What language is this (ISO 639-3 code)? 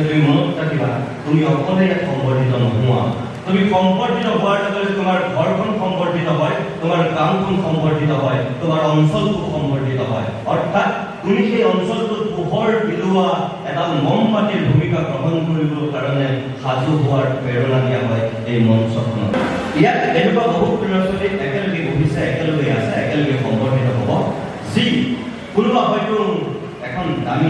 asm